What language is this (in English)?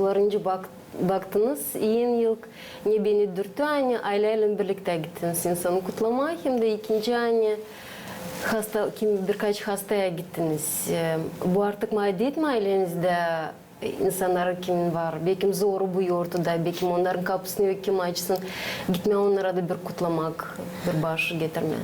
Gagauz